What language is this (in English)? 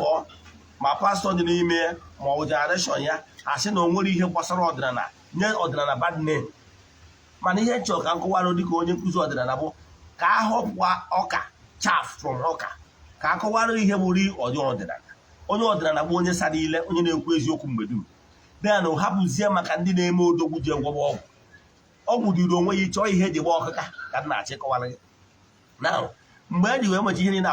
Igbo